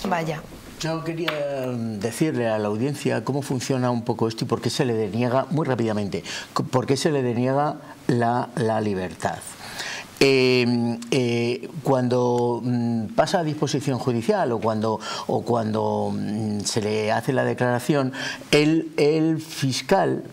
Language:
Spanish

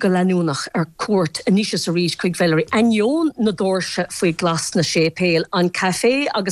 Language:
Irish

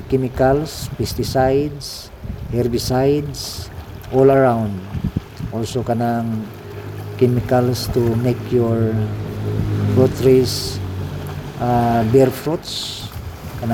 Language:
Cebuano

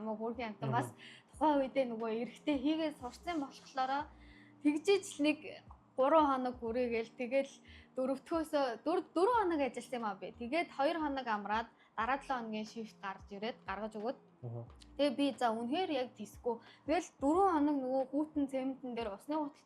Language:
Mongolian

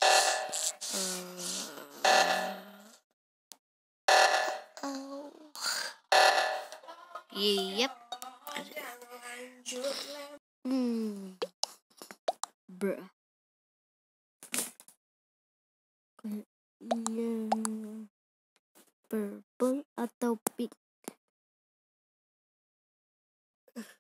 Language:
Indonesian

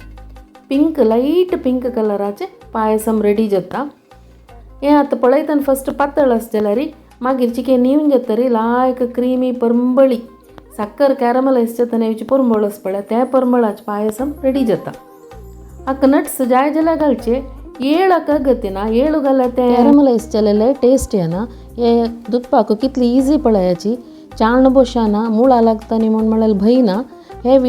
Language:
Konkani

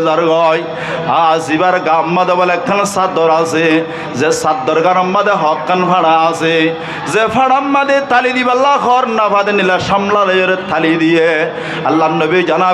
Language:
Rohingya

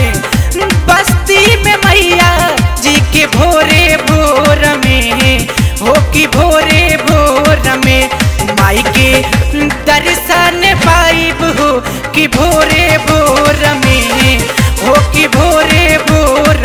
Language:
Bhojpuri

